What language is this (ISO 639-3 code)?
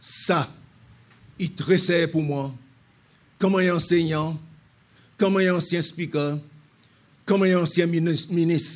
crs